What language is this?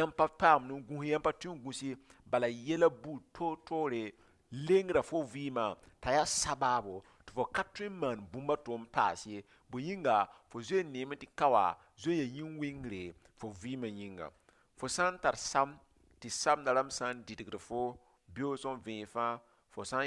Mossi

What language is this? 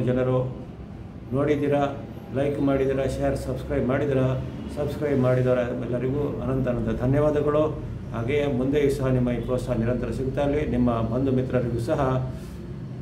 Kannada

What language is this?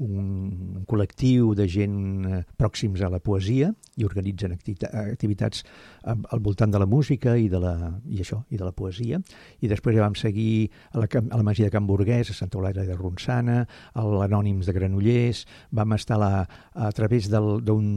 Catalan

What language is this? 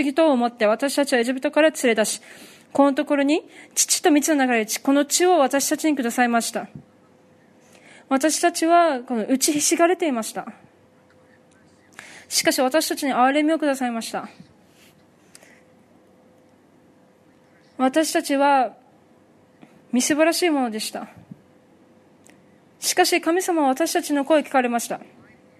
Japanese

